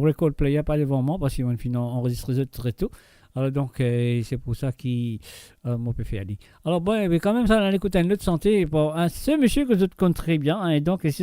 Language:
Morisyen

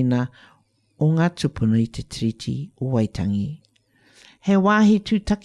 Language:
Māori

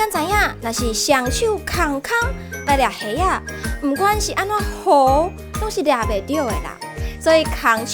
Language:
Min Nan Chinese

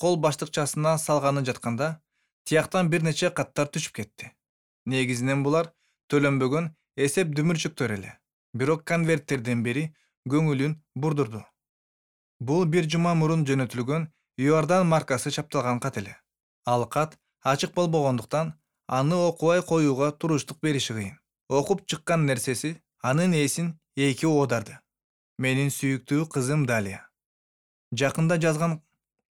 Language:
Kyrgyz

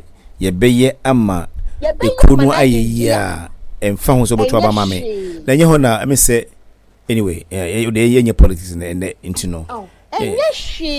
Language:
Akan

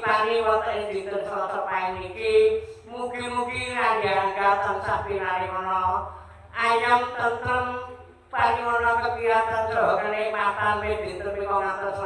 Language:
Javanese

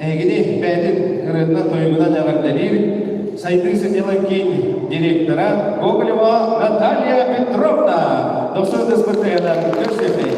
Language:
Yakut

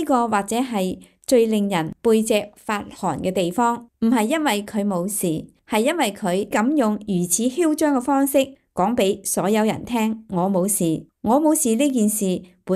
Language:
Cantonese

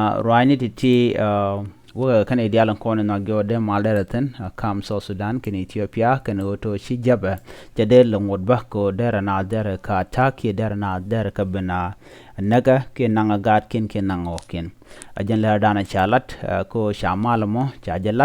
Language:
Nuer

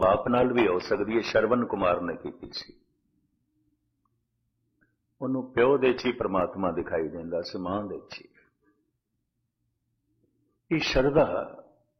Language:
Punjabi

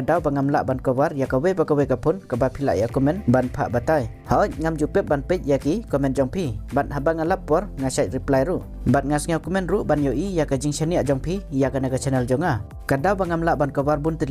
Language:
Khasi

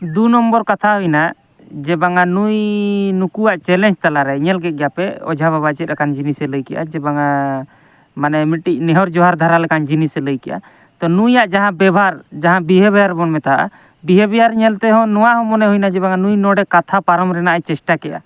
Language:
Santali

